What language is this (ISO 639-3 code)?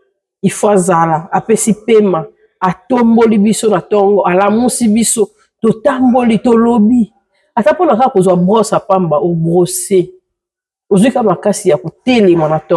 lin